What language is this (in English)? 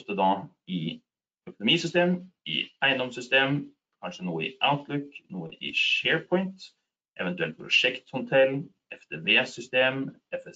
Norwegian